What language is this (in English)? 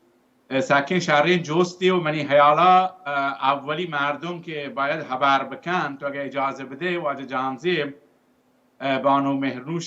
Baluchi